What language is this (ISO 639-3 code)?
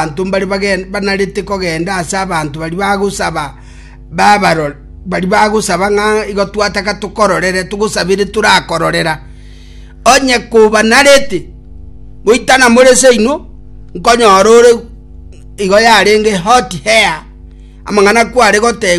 guz